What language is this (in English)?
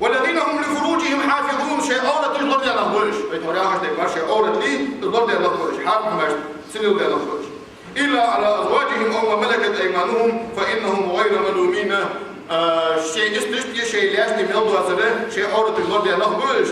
Ingush